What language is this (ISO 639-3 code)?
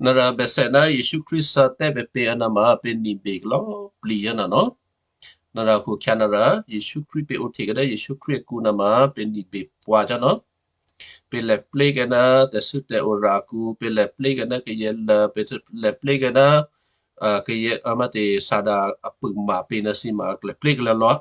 kyu